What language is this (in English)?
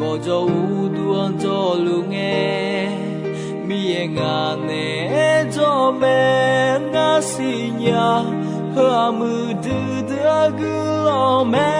Akha